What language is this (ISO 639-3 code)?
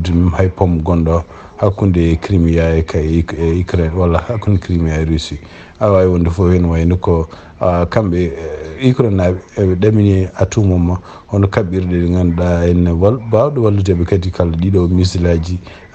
ful